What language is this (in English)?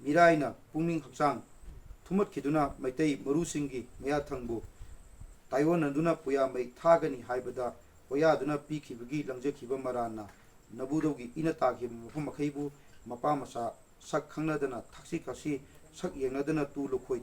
Manipuri